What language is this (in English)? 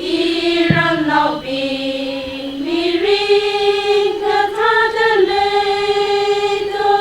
Tangkhul Naga (India)